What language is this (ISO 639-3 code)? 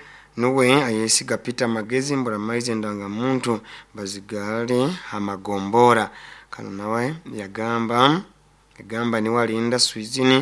nyo